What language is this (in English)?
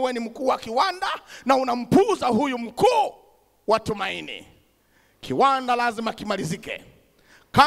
Swahili